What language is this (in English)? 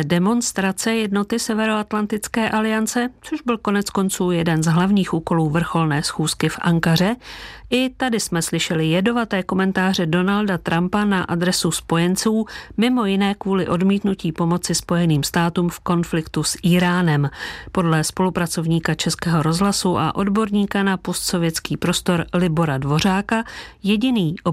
Czech